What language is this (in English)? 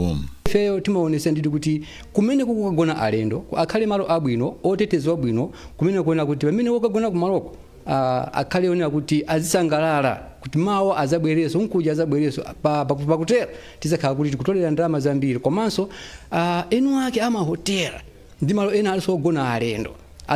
Nyanja